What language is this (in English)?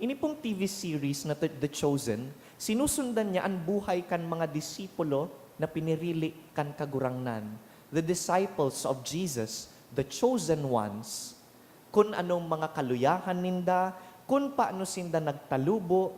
Bikol